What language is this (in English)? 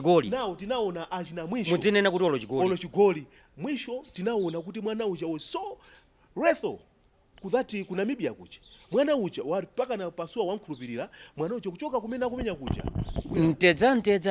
Nyanja